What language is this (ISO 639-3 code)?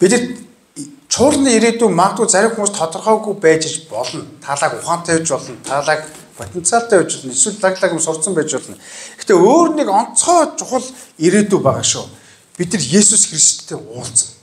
mon